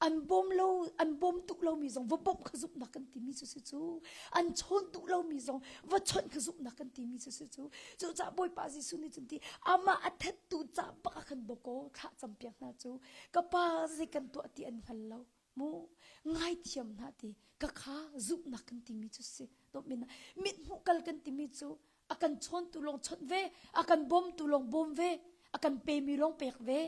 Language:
Hakha Chin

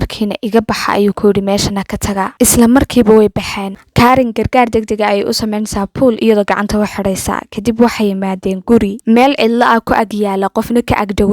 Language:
Somali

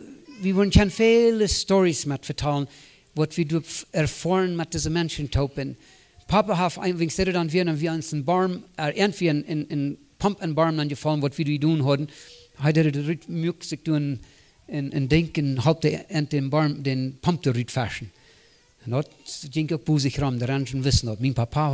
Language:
Plautdietsch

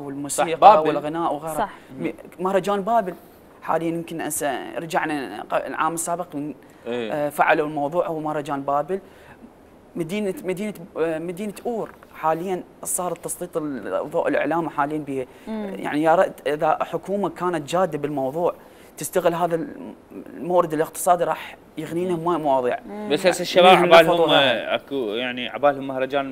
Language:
Mesopotamian Arabic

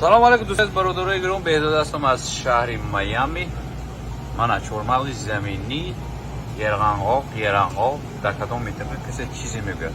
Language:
Tajik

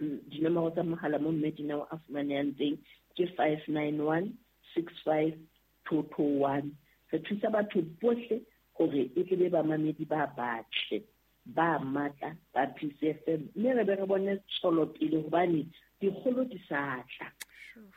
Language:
Southern Sotho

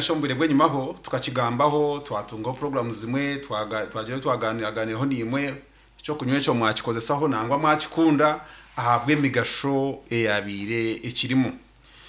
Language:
Nyankole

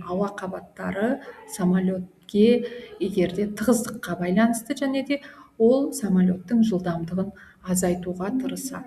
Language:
Kazakh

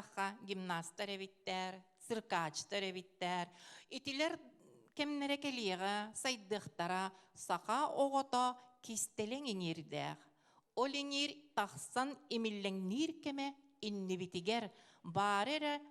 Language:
Yakut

